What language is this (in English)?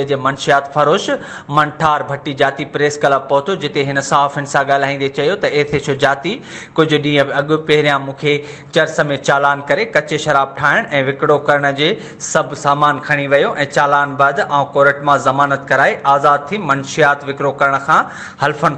Sindhi